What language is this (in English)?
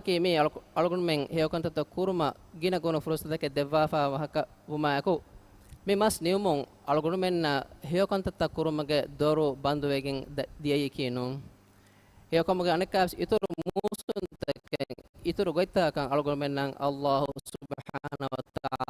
Divehi